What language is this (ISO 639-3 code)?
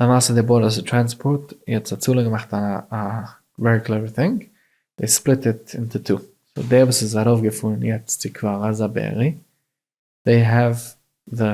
yid